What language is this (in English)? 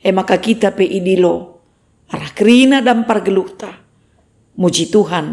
Batak Karo